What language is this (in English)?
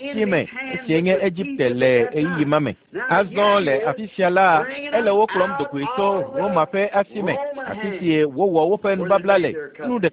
Ewe